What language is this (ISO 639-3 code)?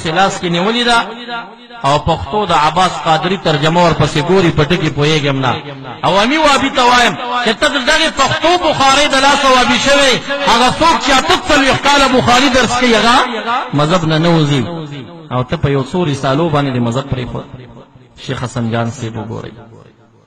pus